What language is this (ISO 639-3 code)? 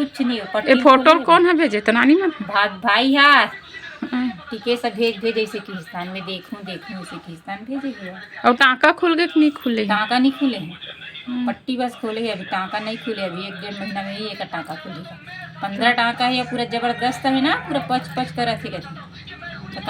hne